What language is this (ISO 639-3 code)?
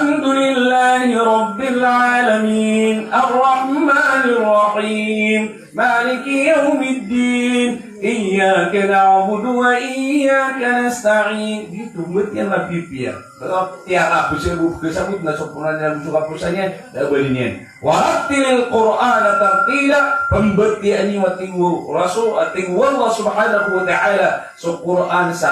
mrw